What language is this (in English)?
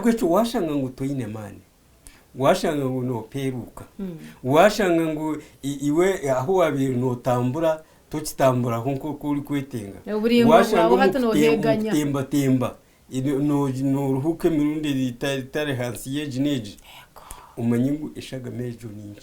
Nyankole